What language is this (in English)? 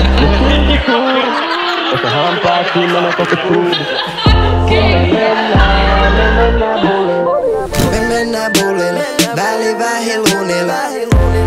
Finnish